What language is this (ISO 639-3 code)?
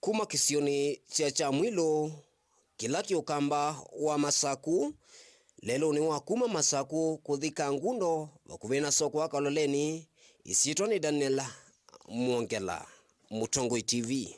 kam